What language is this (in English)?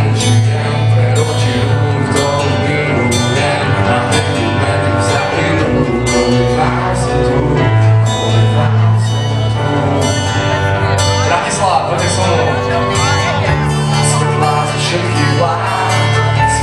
Slovak